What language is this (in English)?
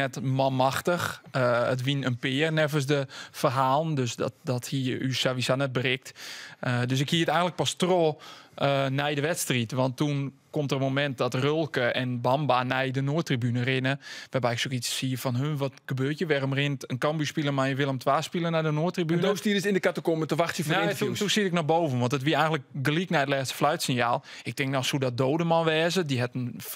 Western Frisian